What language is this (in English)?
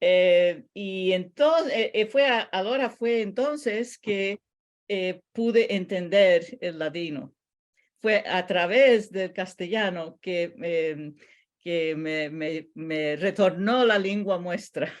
Ladino